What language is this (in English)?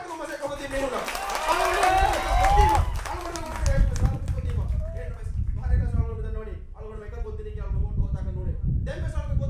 Divehi